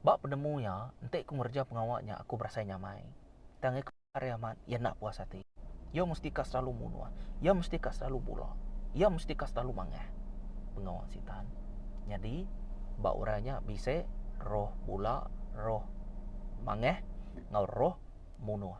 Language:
Iban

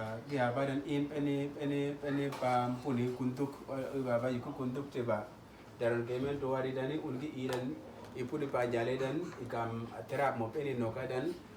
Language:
Uduk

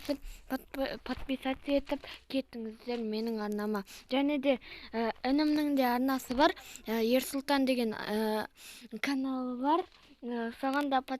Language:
Kazakh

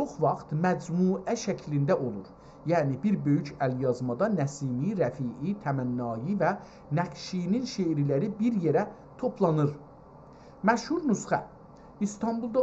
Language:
South Azerbaijani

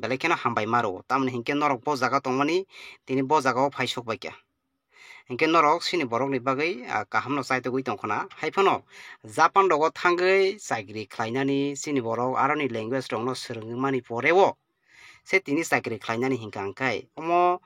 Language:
Kok Borok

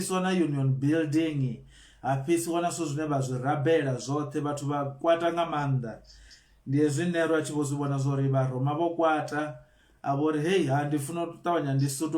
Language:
Venda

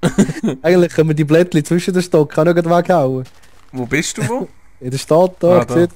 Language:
Swiss German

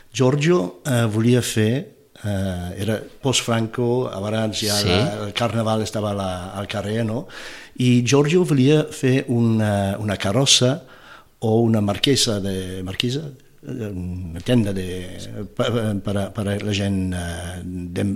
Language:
Catalan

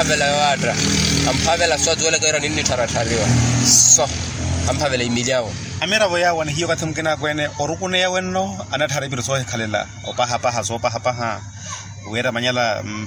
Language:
Makhuwa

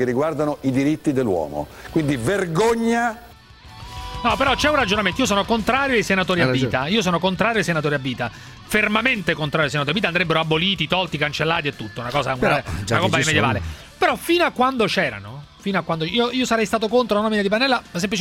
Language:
Italian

